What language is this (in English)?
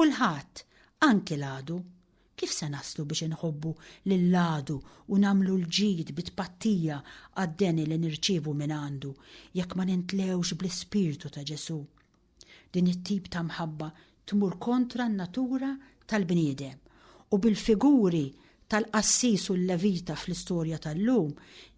Maltese